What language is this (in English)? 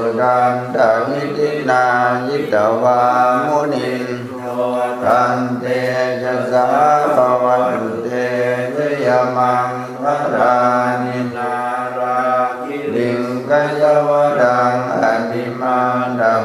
Pali